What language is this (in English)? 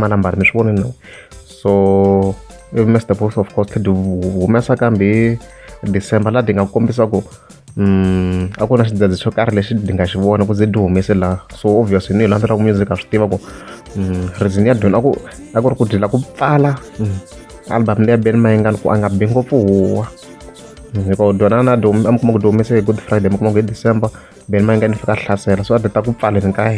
Tsonga